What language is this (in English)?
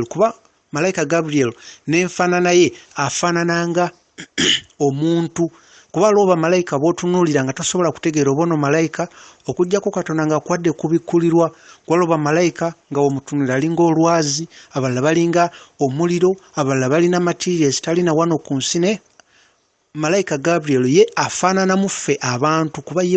Ganda